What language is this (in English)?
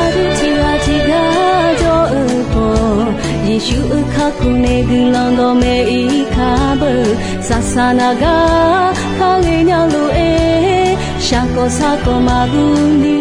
Akha